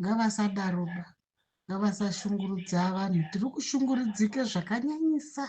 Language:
Shona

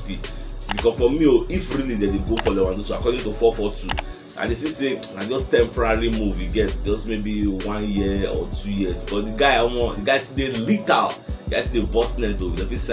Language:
Nigerian Pidgin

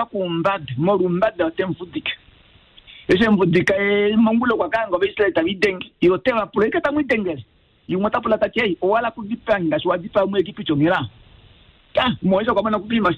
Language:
Kuanyama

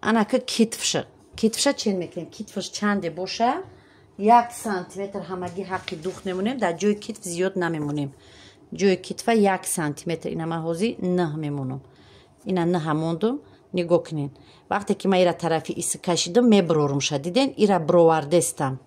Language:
Tajik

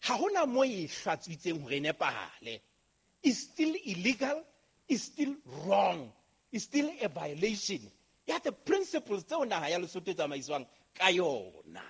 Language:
Southern Sotho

